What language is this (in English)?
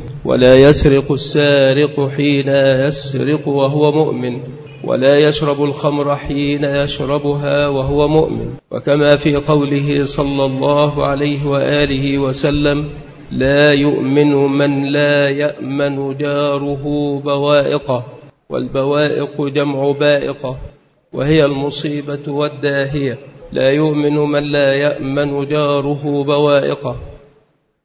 Arabic